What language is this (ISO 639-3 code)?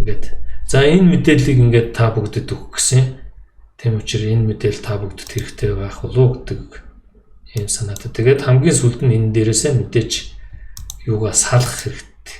mon